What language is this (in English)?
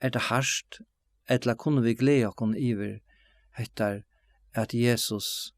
Faroese